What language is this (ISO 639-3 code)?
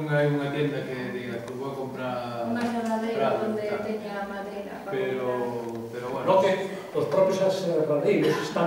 glg